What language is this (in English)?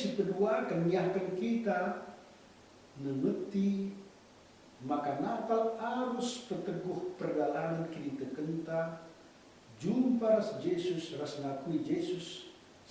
Batak Karo